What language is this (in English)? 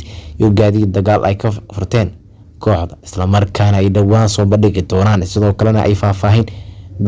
Somali